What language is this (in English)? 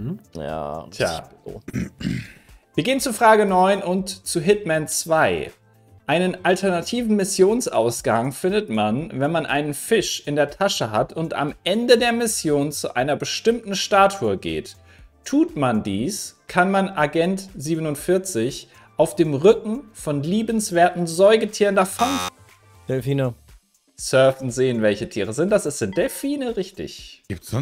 German